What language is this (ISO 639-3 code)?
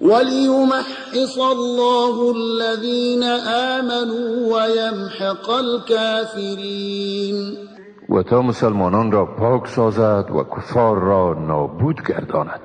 tgk